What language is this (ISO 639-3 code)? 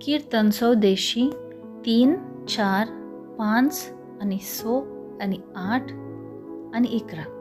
kok